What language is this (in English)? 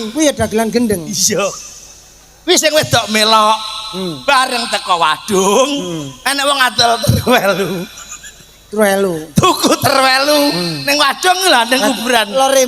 Javanese